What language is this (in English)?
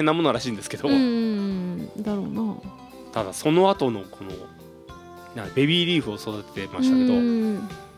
Japanese